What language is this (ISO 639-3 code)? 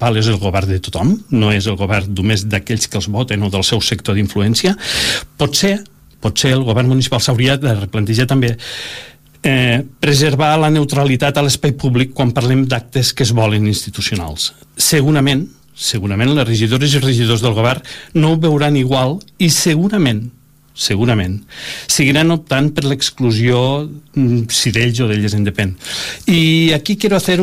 cat